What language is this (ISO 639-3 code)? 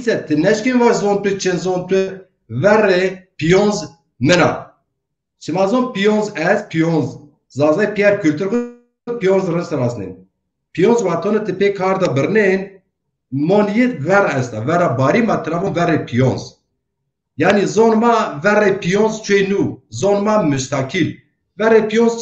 zza